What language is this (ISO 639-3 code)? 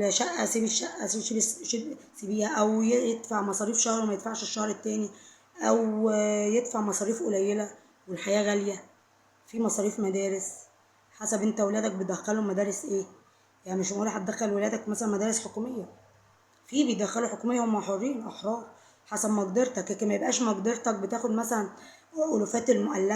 arz